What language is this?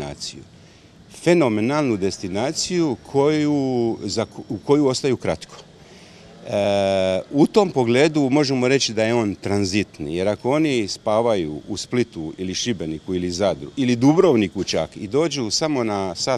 Croatian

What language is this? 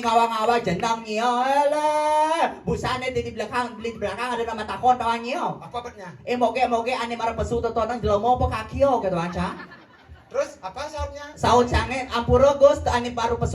Balinese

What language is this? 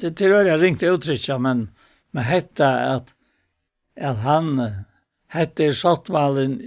Faroese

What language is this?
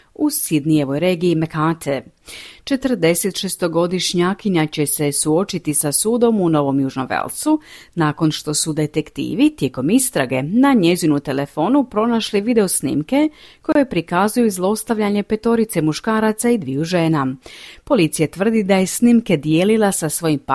Croatian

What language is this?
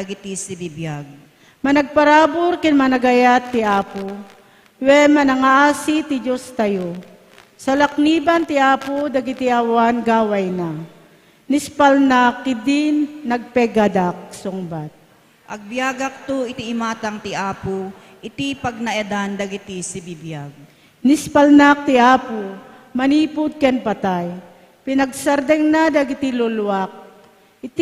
Iloko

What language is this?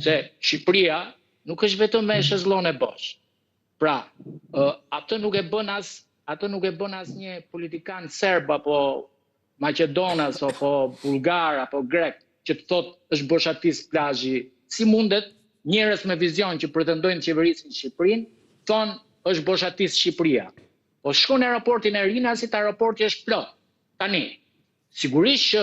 Albanian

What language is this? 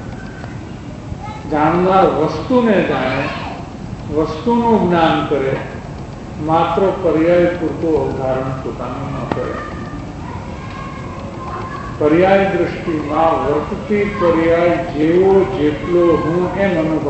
Gujarati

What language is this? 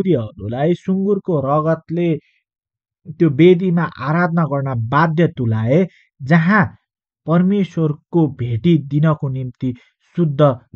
Nepali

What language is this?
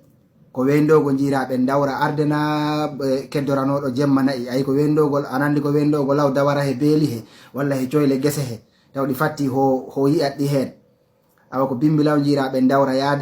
Fula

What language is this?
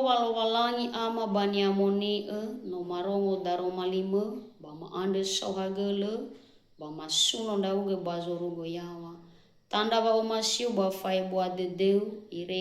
Nias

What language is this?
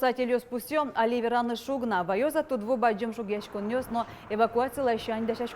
Udmurt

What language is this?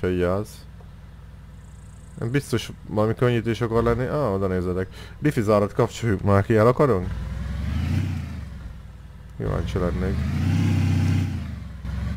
Hungarian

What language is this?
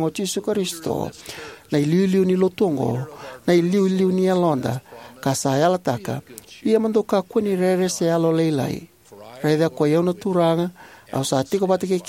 Fijian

